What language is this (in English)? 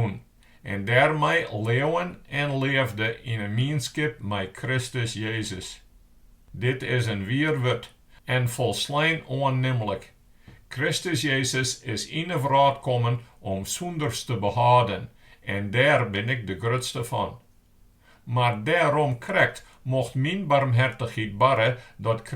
Western Frisian